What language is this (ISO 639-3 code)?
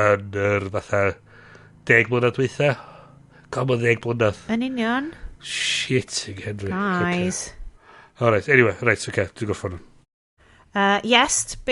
cym